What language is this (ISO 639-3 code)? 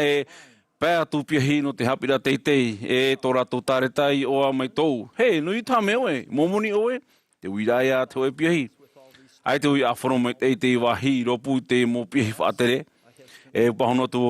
tah